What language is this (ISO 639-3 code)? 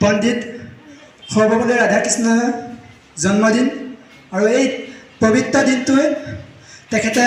asm